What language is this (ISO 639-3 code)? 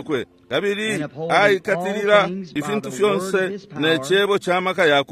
bem